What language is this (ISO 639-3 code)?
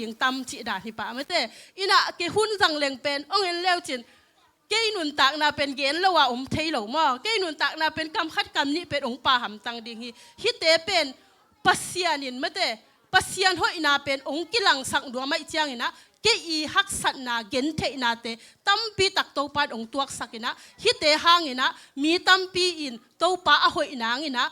ctd